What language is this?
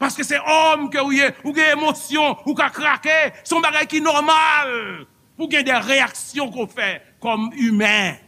Haitian Creole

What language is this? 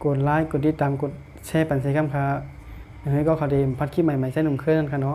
Shan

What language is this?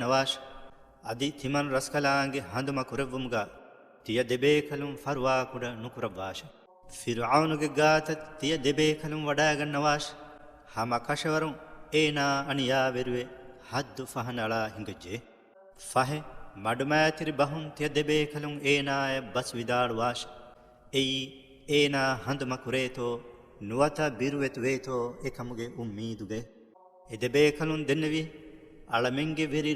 Divehi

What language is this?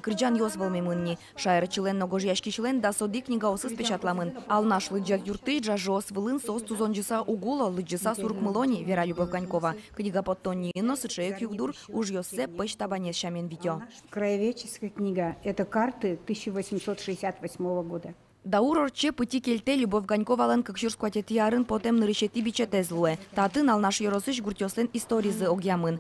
Udmurt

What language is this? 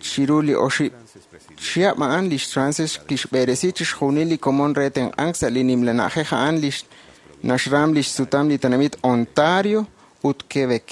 Kekchí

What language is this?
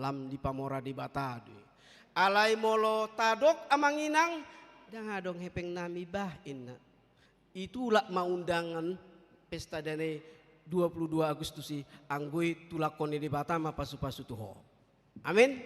Batak Toba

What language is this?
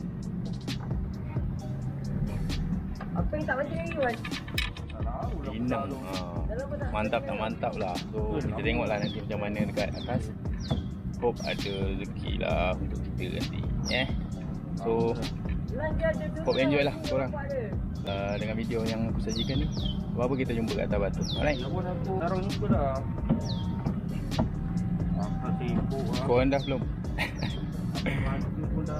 Malay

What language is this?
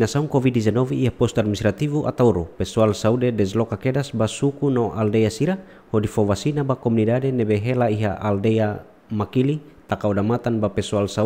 Tetum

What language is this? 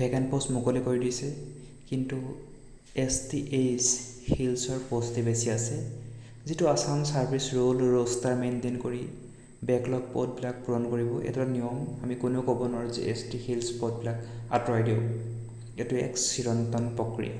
Assamese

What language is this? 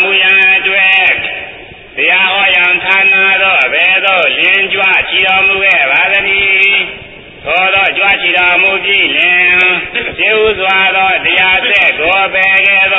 Burmese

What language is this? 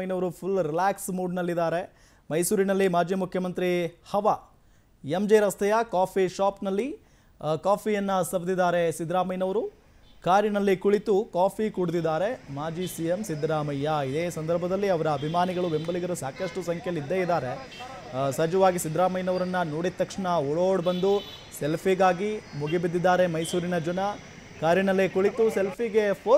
Kannada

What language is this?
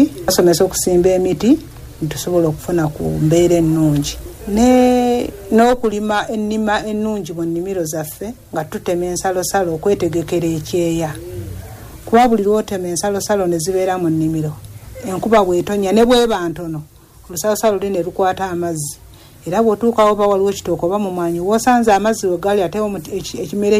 Ganda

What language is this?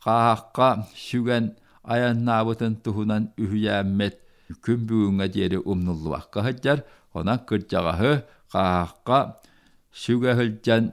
Yakut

